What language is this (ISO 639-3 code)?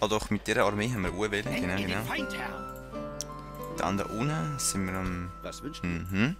gsw